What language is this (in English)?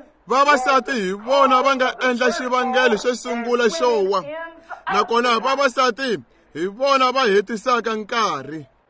Tsonga